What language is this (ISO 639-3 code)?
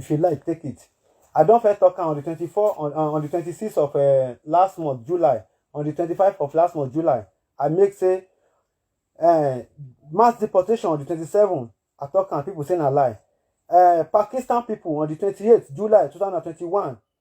pcm